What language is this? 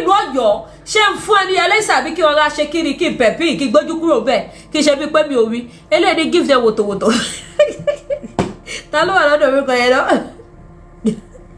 Yoruba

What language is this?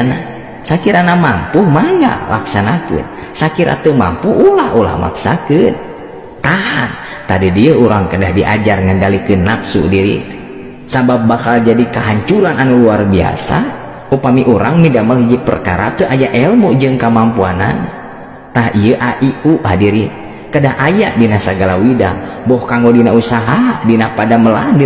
Sundanese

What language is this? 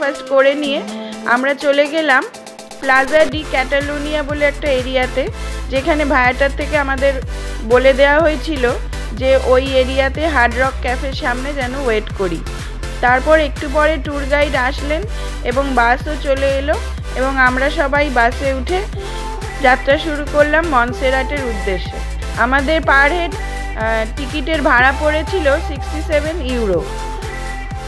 Bangla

